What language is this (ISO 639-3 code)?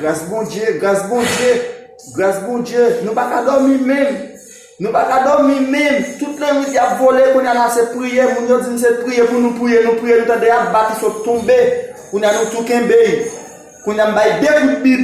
hat